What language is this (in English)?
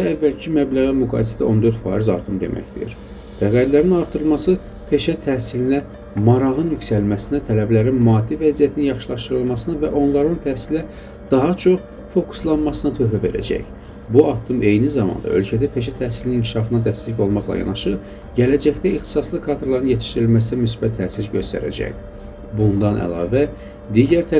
Azerbaijani